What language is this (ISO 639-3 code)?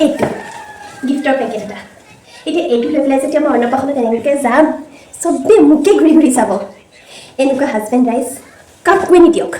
asm